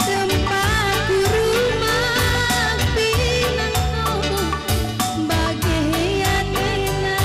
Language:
Batak Karo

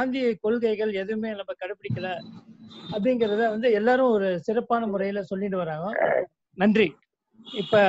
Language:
Tamil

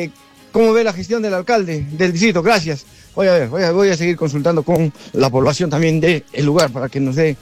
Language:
Spanish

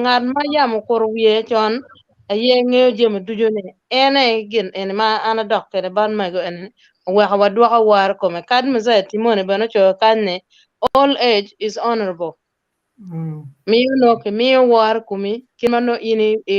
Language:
Acoli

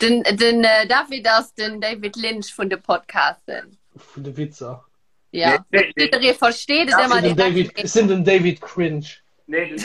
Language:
Luxembourgish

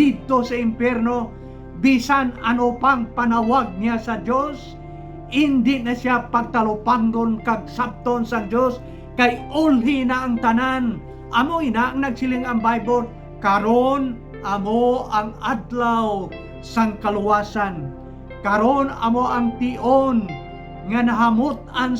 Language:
Hiligaynon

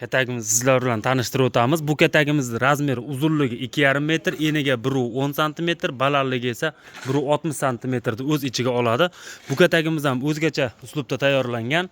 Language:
Uzbek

